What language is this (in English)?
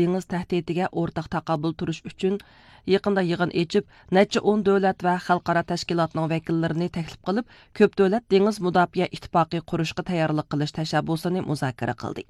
Uyghur